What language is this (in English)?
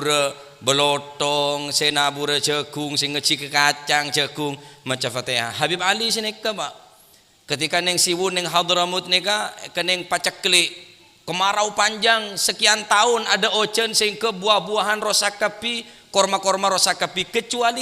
Madurese